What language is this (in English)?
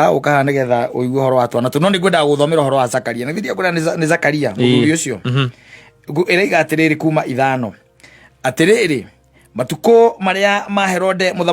Kikuyu